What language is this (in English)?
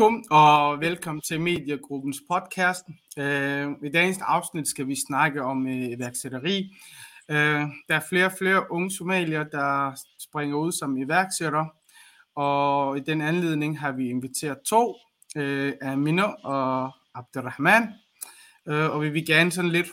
Danish